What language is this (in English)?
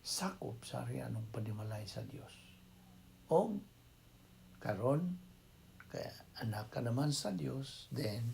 Cebuano